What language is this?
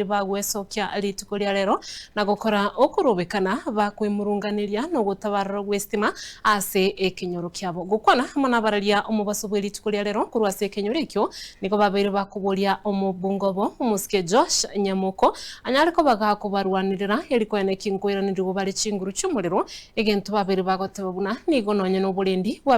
Gusii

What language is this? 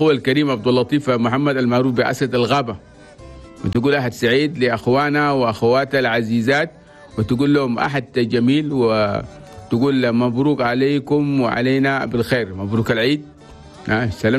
Chadian Arabic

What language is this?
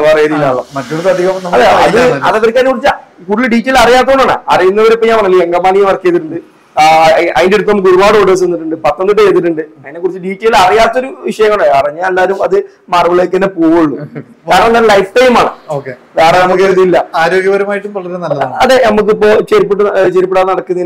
Malayalam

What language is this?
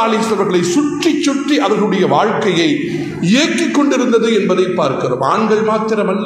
Tamil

